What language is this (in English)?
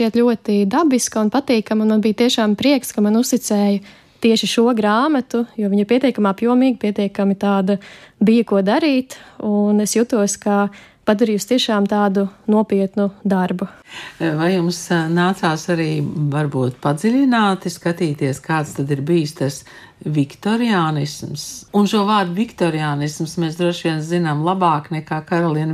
Latvian